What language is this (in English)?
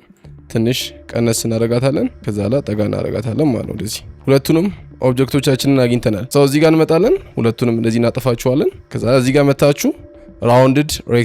Amharic